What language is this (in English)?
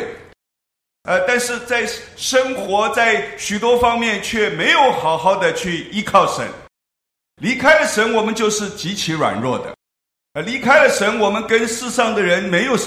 Chinese